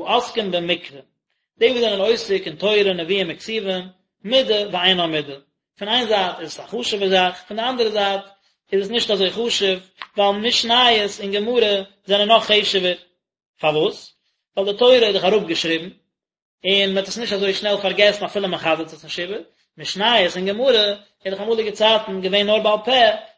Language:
Yiddish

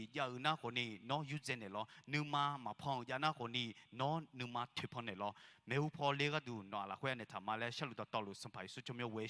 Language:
Akha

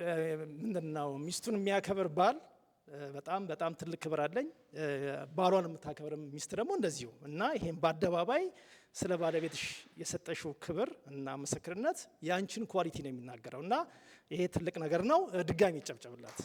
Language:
Amharic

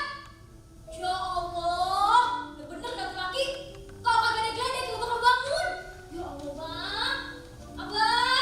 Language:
Betawi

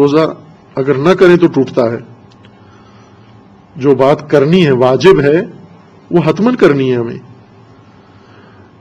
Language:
Urdu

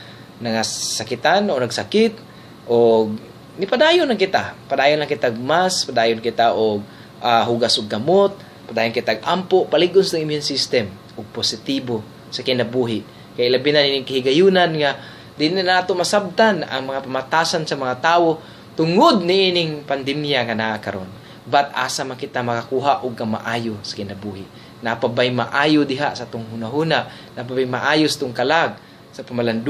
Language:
Cebuano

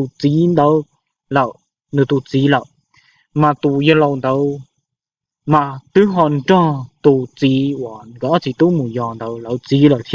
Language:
Hmong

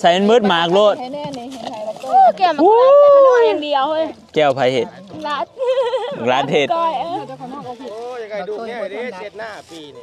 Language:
Northeastern Thai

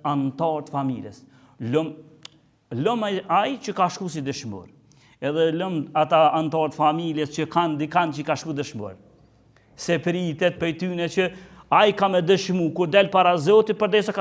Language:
Albanian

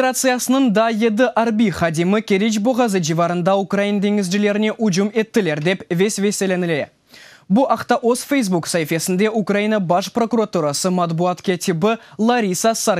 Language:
Crimean Tatar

